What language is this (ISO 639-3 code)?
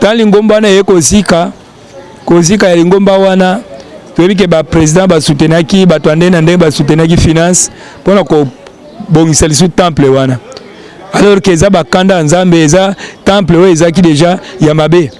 lin